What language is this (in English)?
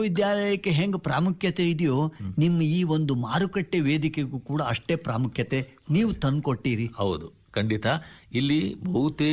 Kannada